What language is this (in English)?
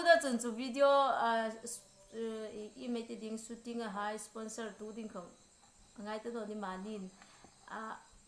Hmar